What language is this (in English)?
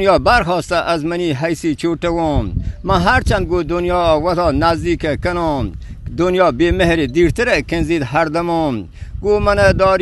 Eastern Balochi